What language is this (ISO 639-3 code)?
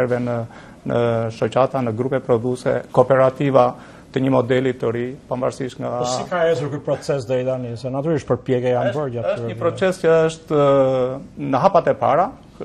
sqi